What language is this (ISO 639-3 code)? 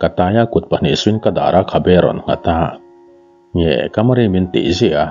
lus